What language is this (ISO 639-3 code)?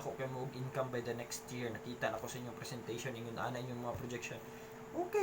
ceb